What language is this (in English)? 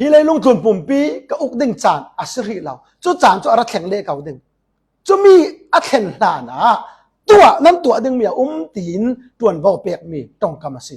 Falam Chin